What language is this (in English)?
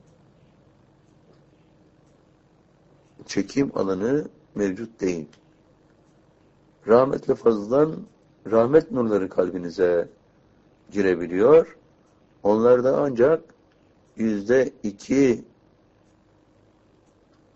Turkish